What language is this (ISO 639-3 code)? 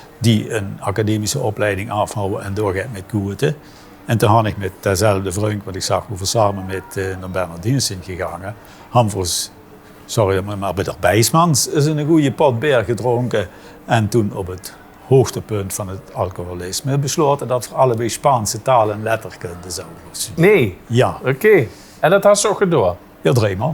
lim